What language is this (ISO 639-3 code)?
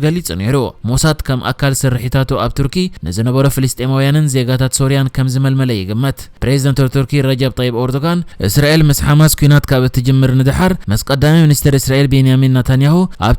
tir